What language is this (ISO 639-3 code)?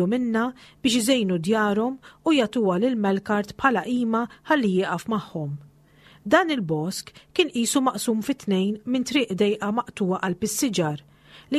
mlt